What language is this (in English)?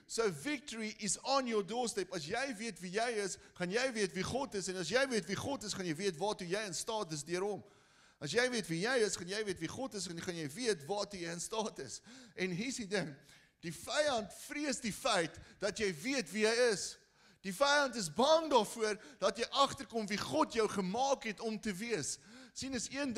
Afrikaans